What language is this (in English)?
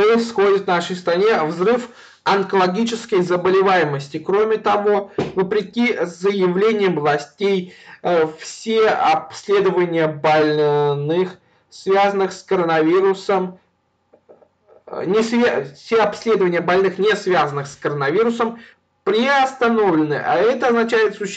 Russian